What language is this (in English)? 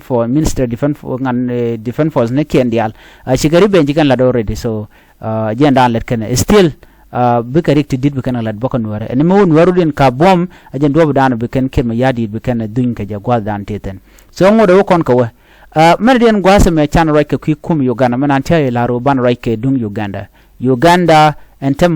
Nuer